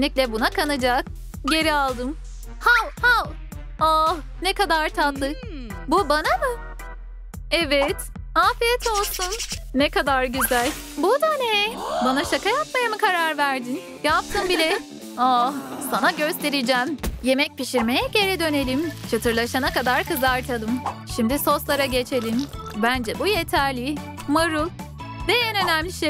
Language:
Turkish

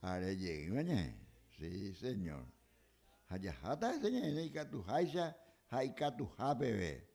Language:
Guarani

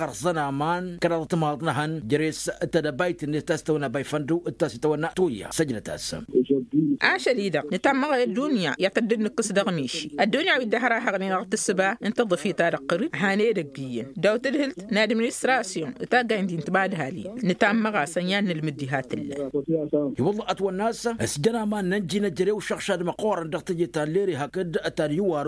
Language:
Tamasheq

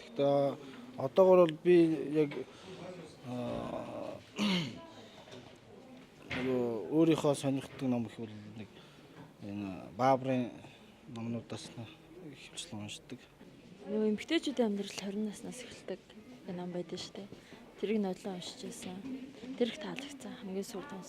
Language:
Mongolian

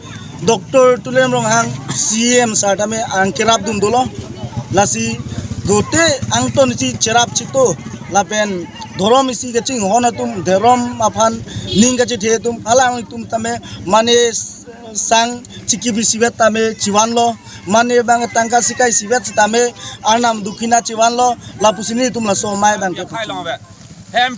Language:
Karbi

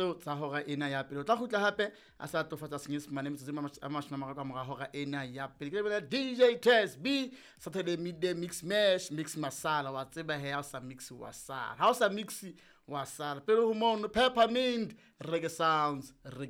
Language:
Southern Sotho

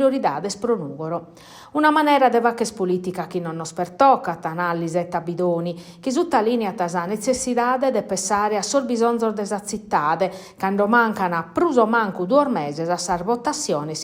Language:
Sardinian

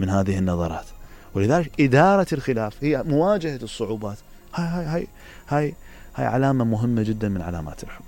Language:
Mesopotamian Arabic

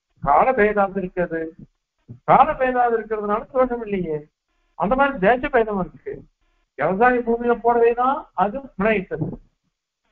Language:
Tamil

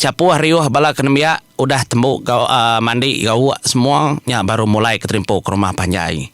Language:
Iban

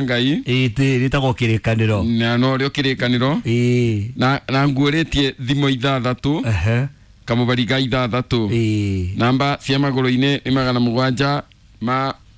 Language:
Kikuyu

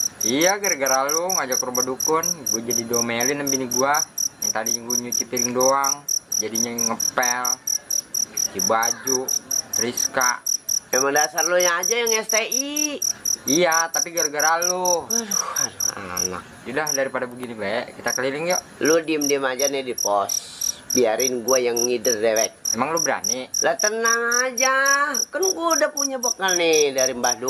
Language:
Betawi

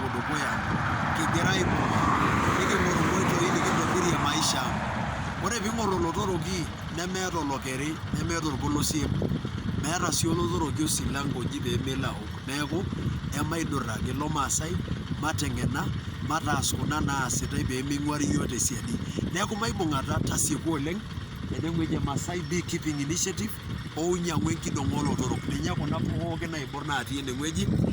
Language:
Masai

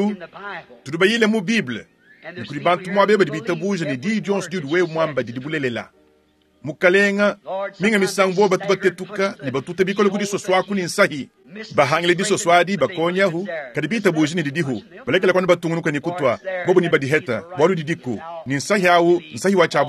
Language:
Luba-Lulua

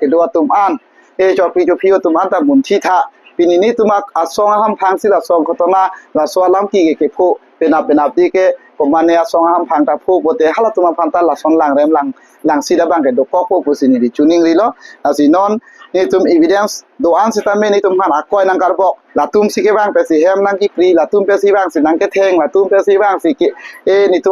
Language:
Karbi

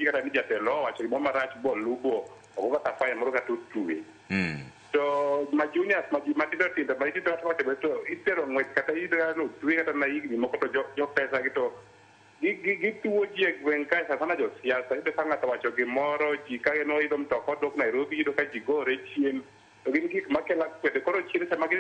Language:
Luo (Kenya and Tanzania)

